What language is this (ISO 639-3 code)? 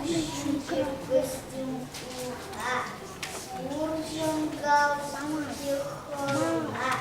chv